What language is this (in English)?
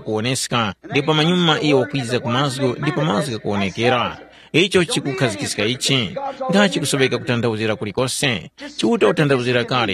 Tumbuka